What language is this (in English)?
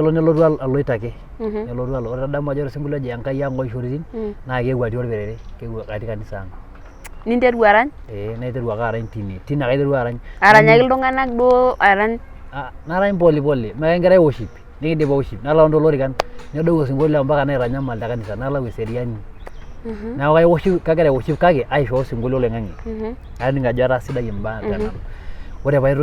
Masai